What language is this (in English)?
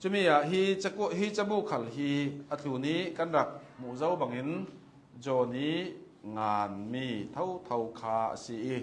Hakha Chin